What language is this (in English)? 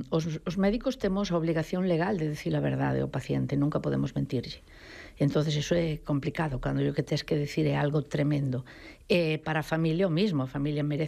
Galician